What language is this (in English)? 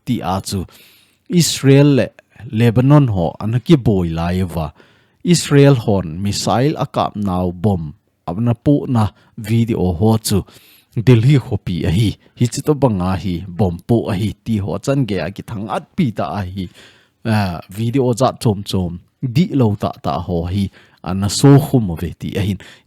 Thado Chin